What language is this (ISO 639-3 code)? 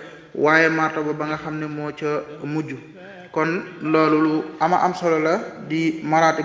wol